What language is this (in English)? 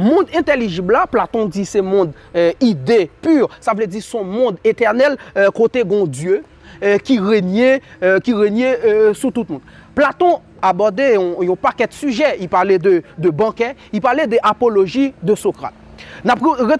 Haitian Creole